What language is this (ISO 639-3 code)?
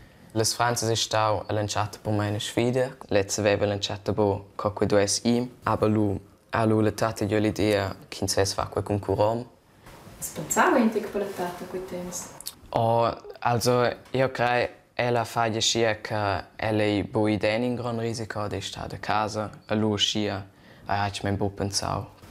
roh